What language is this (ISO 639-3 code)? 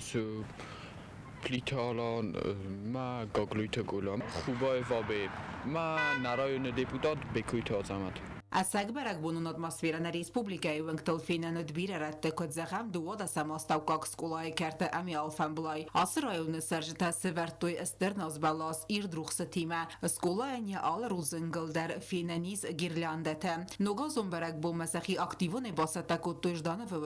oss